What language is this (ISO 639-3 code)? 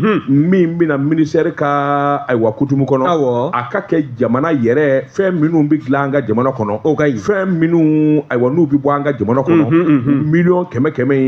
bam